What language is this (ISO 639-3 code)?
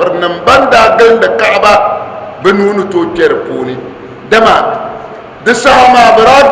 dag